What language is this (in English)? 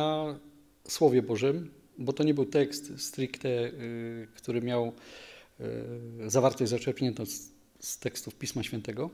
Polish